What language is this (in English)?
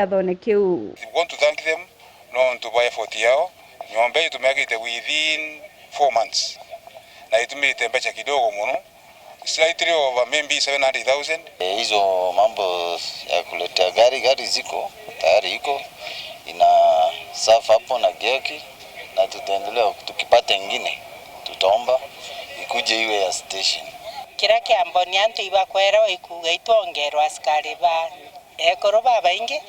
Meru